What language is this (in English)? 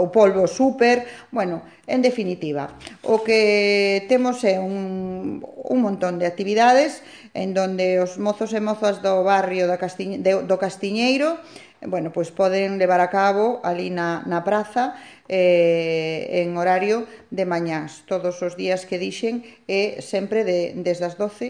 Galician